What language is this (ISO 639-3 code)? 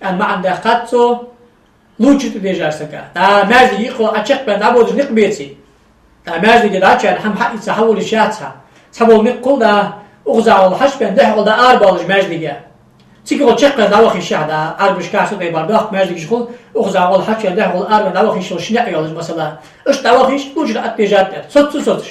inh